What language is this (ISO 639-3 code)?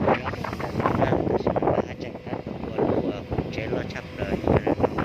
hmn